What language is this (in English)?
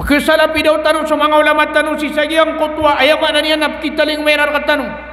Maranao